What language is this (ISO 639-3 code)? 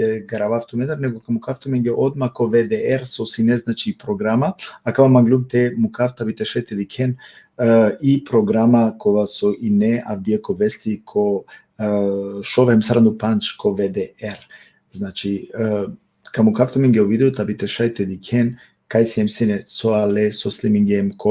rmn